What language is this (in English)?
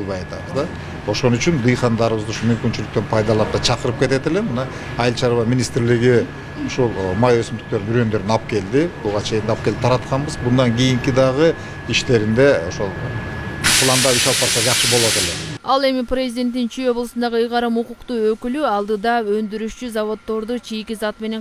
Kyrgyz